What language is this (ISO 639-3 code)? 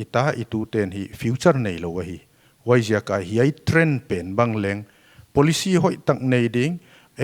pck